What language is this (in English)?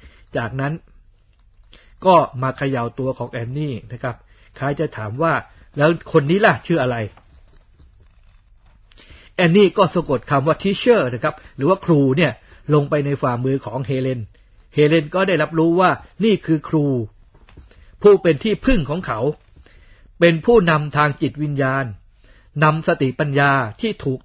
Thai